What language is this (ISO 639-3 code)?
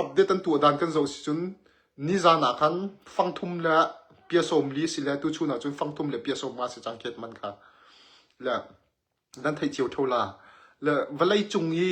cnh